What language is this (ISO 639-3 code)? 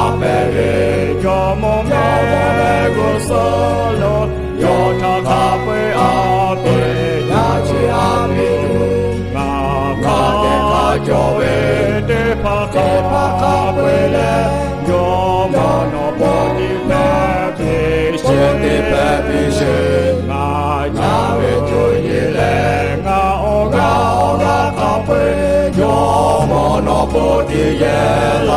lhu